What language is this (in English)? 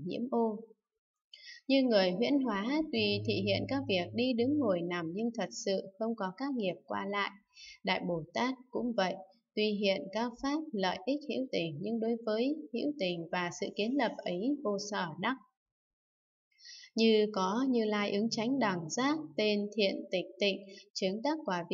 Vietnamese